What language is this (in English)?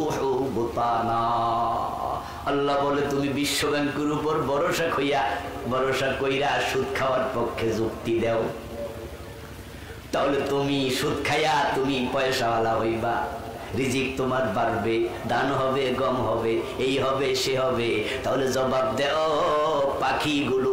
Bangla